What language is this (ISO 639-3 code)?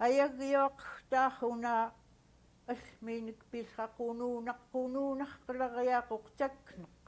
esu